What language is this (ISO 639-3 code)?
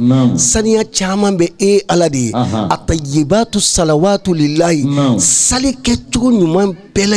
bam